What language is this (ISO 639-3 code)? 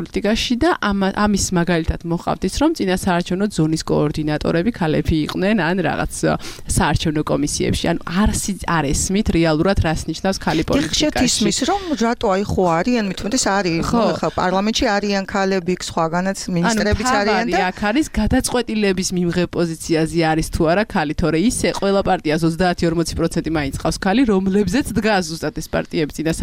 kat